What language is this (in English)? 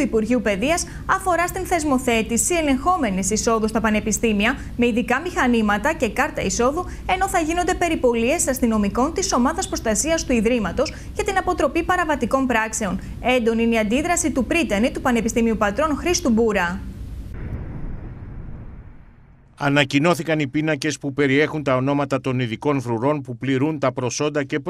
Greek